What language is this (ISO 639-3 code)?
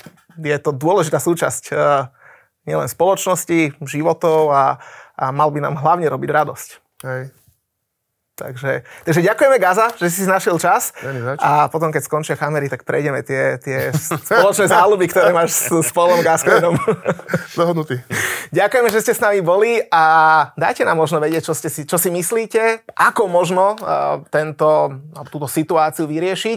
slk